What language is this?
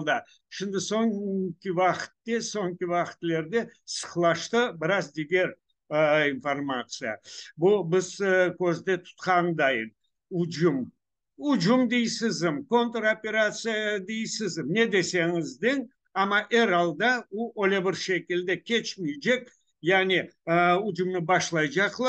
Crimean Tatar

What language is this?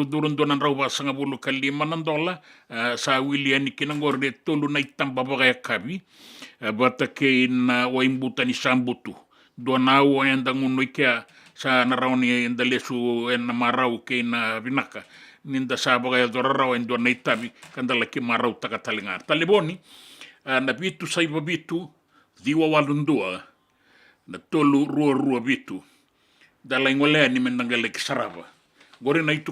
Fijian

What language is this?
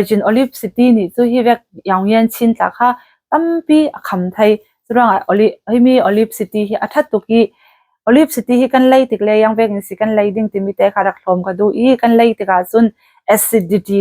Falam Chin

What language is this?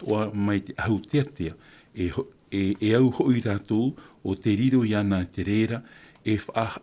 Tahitian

